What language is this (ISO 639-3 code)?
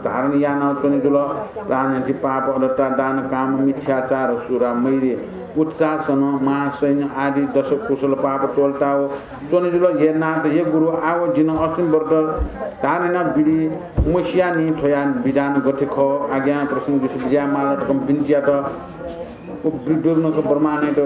new